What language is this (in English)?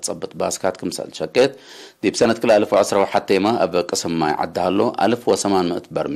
Tigre